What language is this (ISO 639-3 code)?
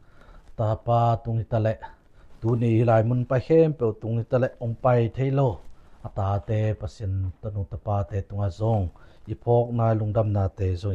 ctd